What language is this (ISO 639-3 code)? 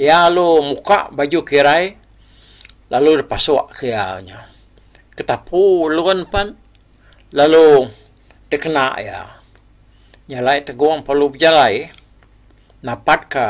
iba